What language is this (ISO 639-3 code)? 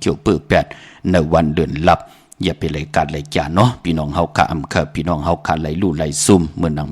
shn